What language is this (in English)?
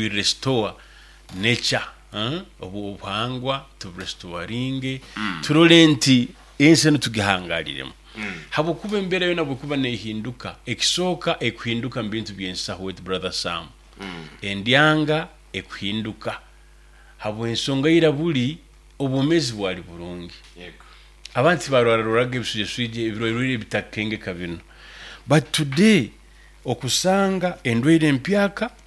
Nyoro